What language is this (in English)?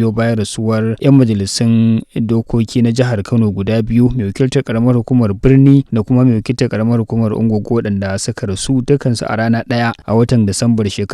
Hausa